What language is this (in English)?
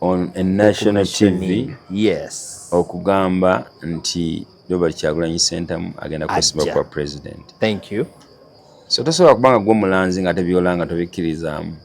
Ganda